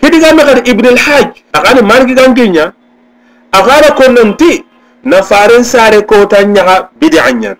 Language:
Soninke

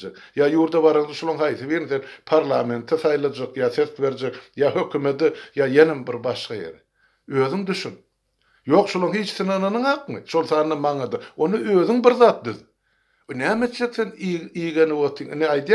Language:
Turkmen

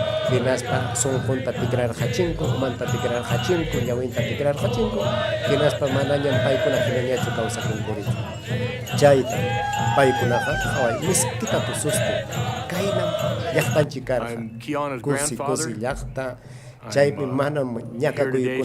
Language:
Ayacucho Quechua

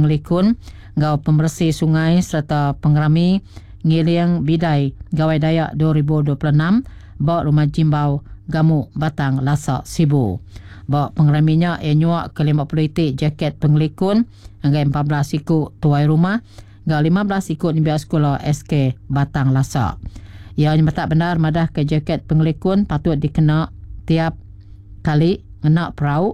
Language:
Iban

